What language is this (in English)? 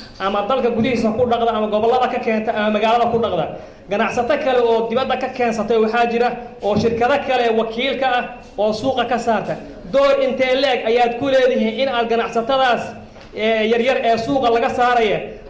Somali